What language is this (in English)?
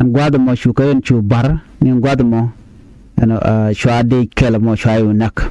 Nuer